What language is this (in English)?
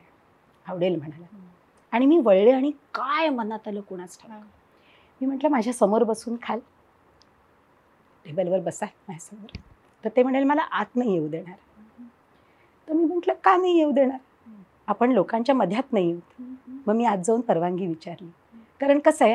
Marathi